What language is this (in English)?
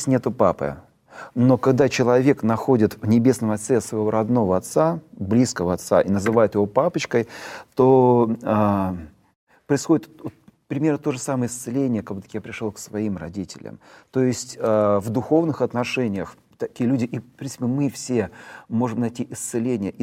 Russian